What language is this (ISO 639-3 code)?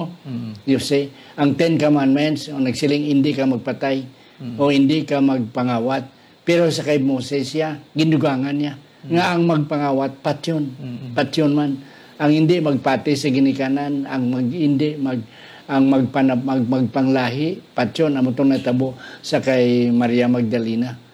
hil